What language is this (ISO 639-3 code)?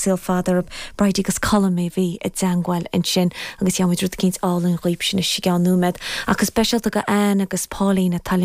gle